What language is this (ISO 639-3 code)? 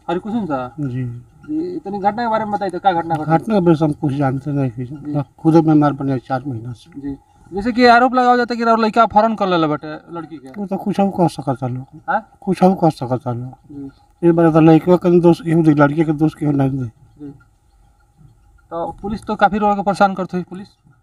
bho